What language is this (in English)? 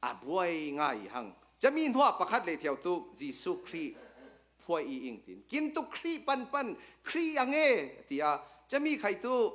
Hakha Chin